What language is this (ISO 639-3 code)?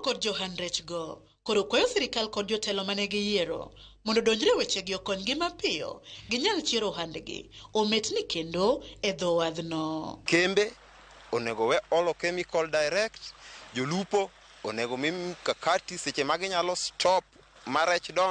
luo